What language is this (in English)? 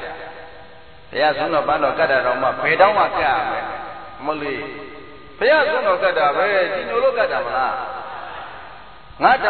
Burmese